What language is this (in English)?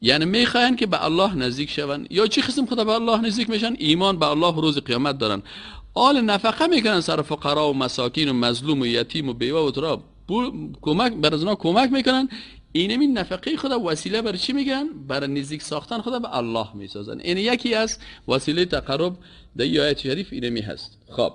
Persian